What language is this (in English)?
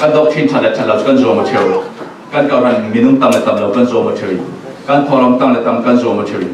Falam Chin